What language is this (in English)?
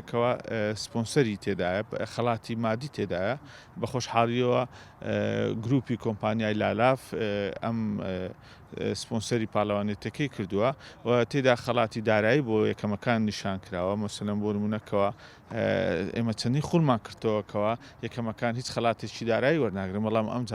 Central Kurdish